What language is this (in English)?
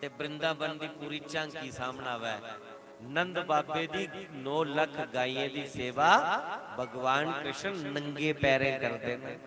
Dogri